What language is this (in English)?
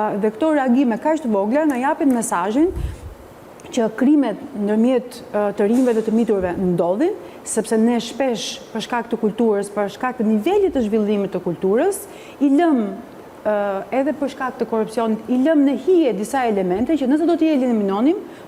Albanian